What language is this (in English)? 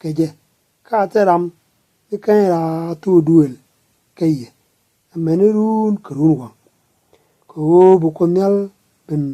Nuer